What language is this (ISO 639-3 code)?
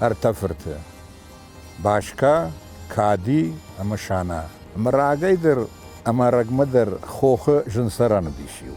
oss